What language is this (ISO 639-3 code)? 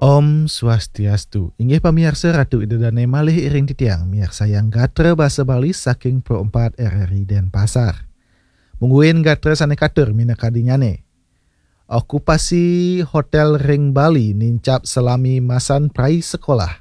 ban